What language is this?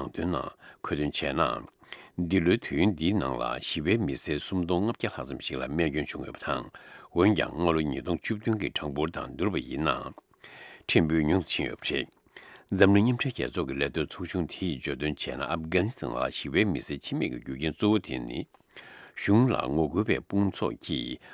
Tibetan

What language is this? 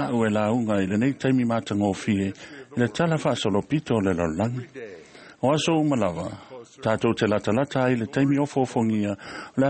Samoan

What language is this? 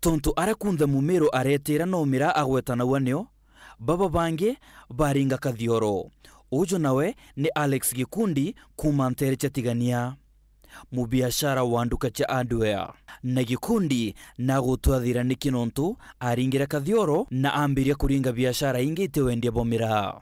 Meru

